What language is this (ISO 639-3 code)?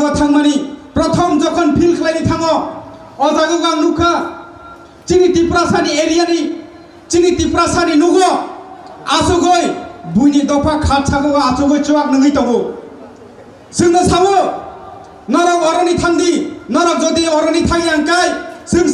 trp